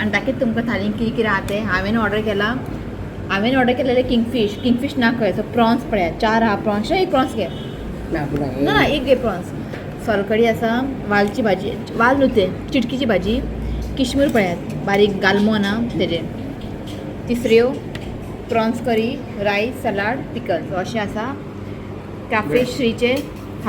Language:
Konkani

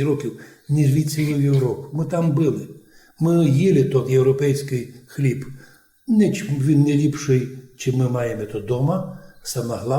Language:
Rusyn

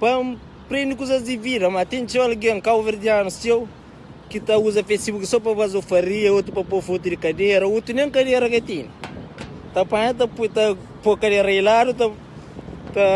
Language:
Kabuverdianu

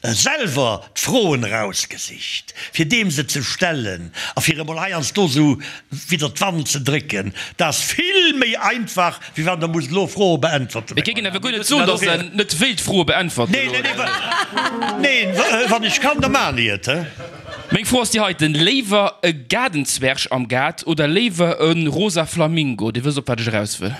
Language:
Luxembourgish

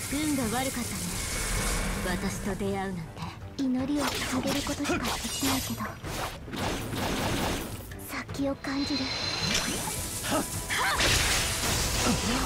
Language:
Japanese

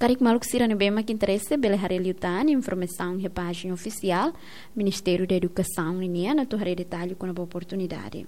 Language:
Tetum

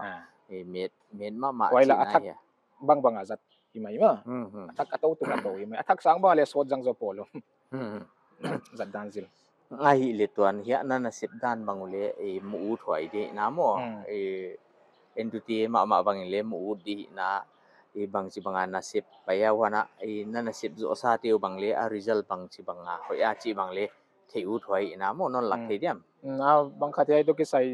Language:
Paite Chin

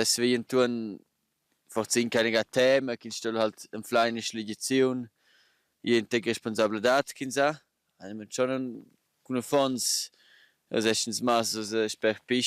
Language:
Romansh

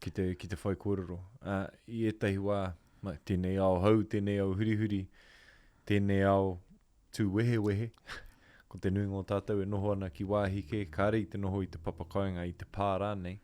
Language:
Māori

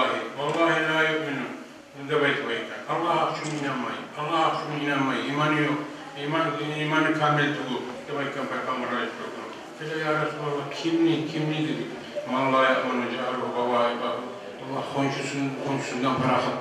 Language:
Kumyk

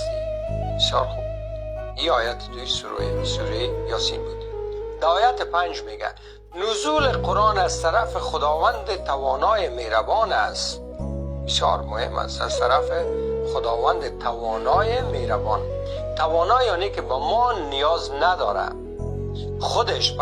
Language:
Persian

